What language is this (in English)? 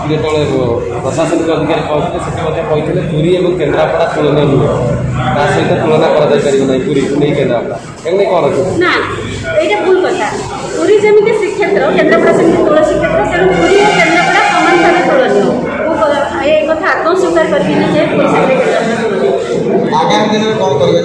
Odia